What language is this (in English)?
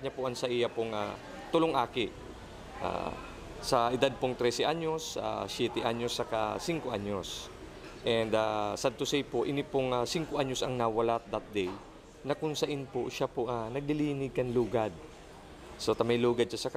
Bikol